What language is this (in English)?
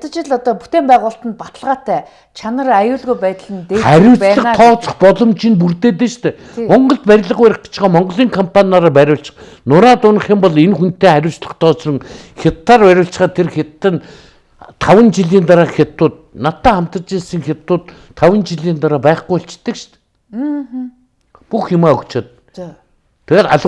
Mongolian